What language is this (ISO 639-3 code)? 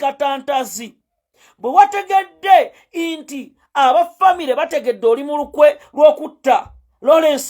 lug